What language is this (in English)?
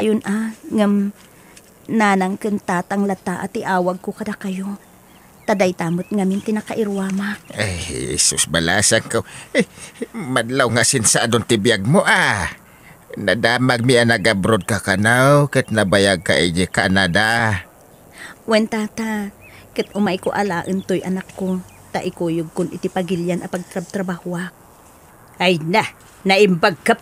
Iloko